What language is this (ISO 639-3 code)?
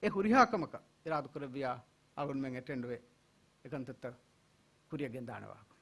div